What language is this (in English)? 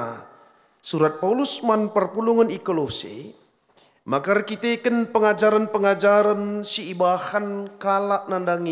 Batak Karo